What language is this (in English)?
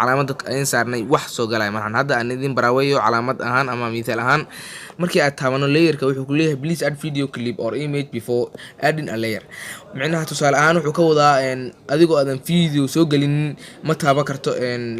Somali